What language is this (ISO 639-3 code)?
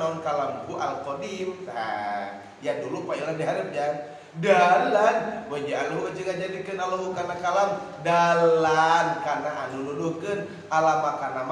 sun